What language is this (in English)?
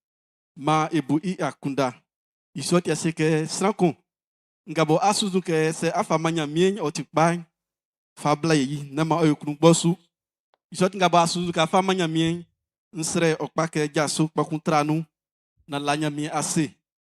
Baoulé